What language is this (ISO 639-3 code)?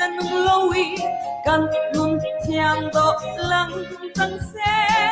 cnh